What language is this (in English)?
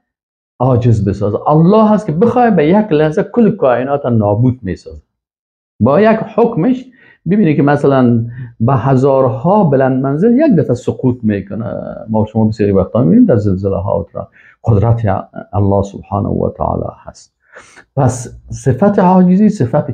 Persian